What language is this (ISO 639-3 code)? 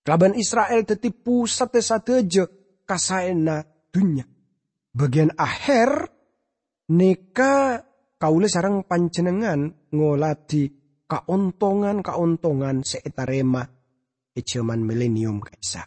mad